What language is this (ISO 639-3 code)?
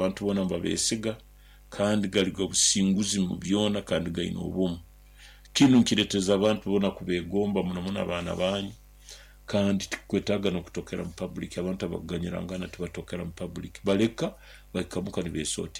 nyo